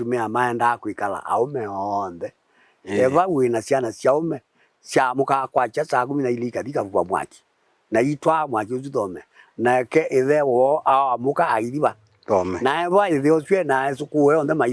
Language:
Kamba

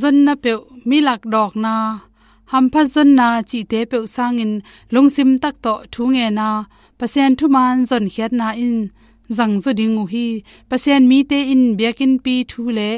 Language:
Tedim Chin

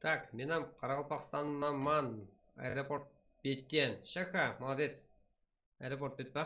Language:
Kara-Kalpak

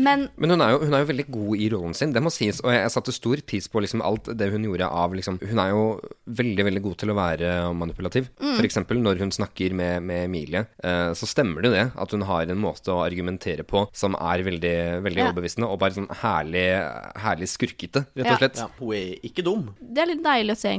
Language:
Norwegian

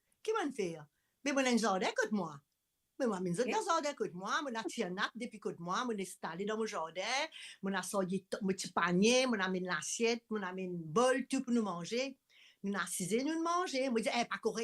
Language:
Morisyen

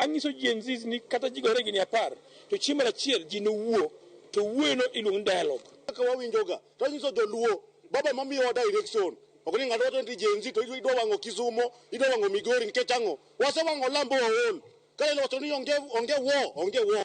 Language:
Luo (Kenya and Tanzania)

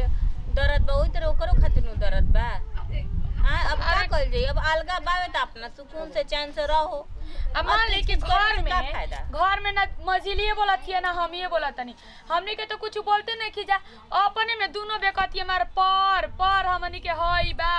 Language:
Bhojpuri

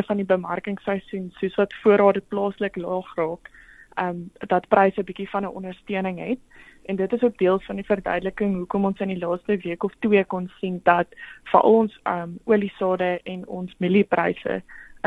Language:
Afrikaans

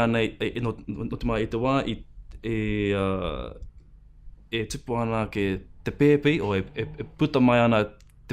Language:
Māori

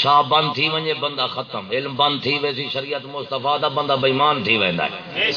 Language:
Saraiki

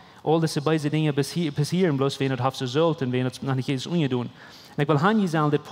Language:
Plautdietsch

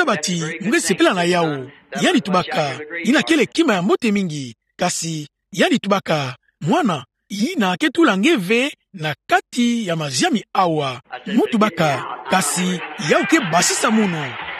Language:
Kituba (Democratic Republic of Congo)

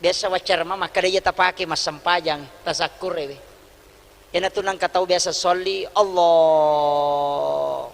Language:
Buginese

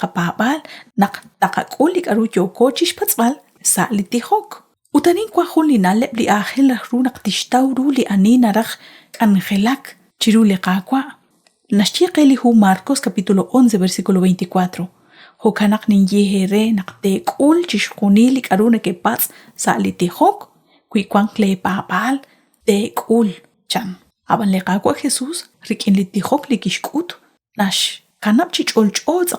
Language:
Kekchí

